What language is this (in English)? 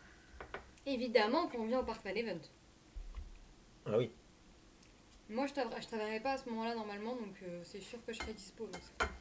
French